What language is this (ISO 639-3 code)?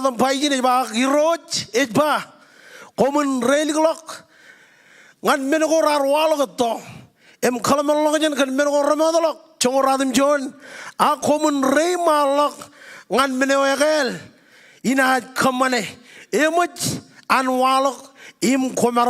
mah